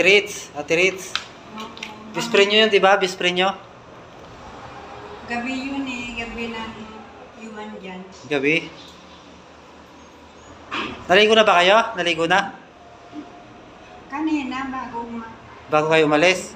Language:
Filipino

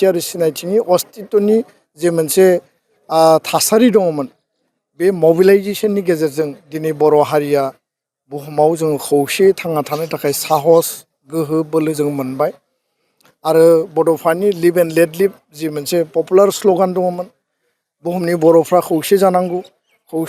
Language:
Bodo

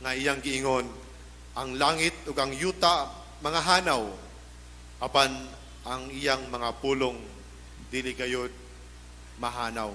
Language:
Cebuano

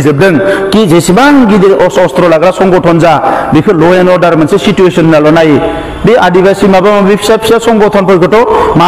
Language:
Bodo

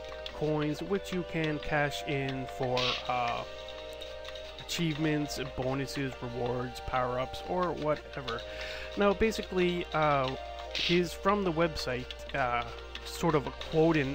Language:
English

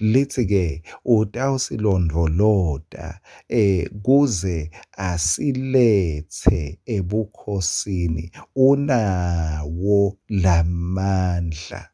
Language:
Swati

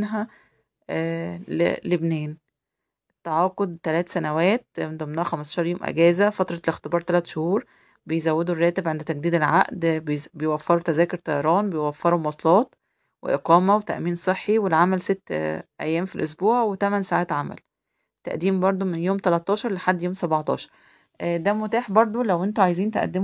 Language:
Egyptian Arabic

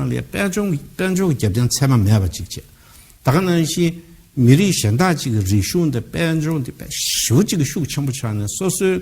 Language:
Tibetan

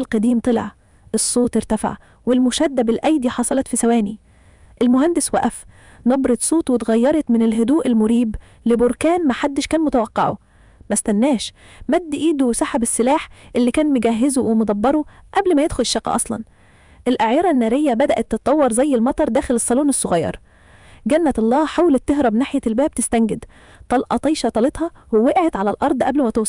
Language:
Egyptian Arabic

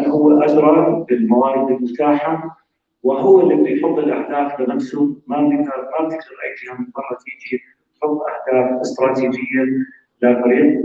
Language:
North Levantine Arabic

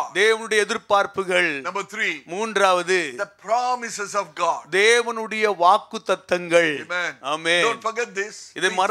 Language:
Tamil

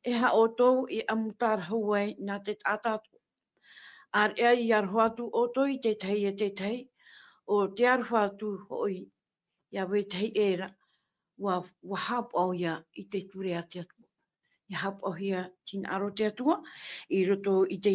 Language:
Tahitian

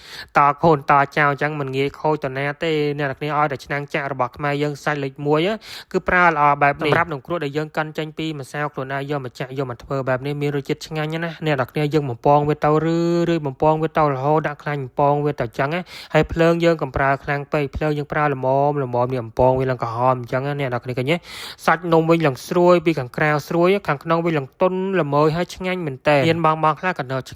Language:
Khmer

